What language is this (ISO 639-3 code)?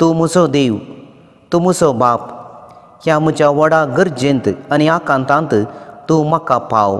kok